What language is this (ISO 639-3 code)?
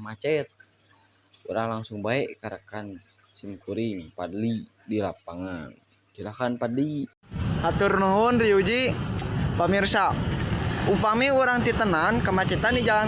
sun